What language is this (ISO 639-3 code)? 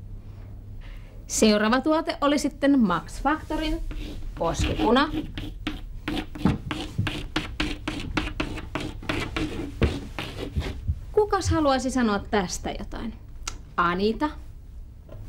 fin